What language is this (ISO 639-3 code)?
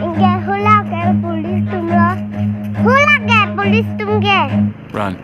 mjw